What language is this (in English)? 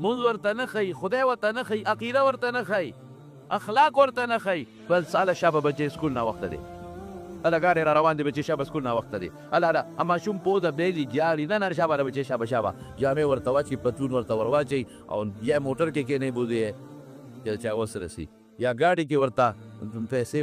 Pashto